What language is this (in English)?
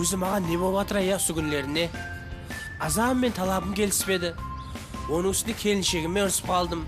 Kara-Kalpak